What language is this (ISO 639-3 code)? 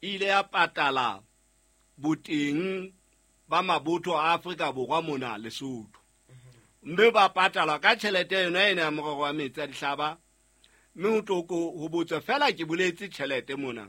sot